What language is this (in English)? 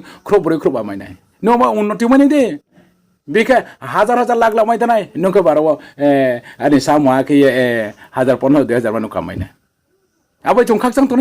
Riang (India)